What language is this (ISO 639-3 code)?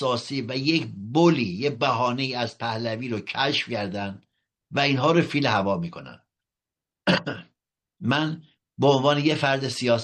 fas